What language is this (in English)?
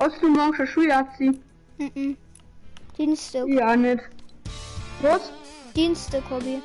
Bavarian